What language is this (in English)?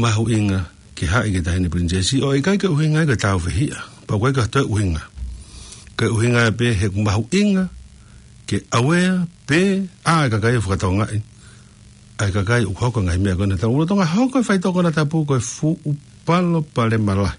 Tongan